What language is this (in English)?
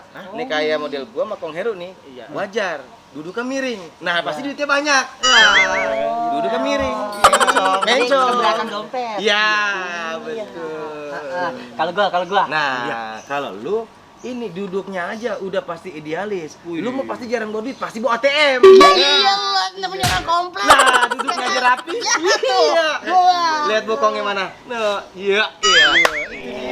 Betawi